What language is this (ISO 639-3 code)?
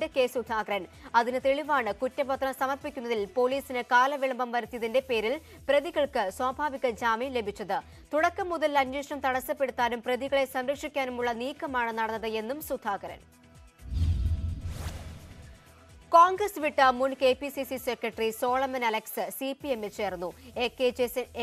mal